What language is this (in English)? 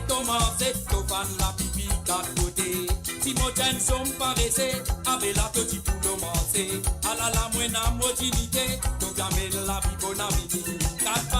Morisyen